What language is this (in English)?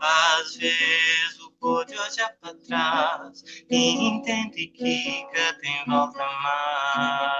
Kabuverdianu